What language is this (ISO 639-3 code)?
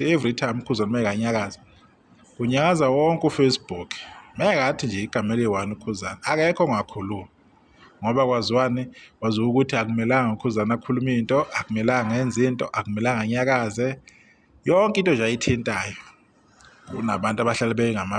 zul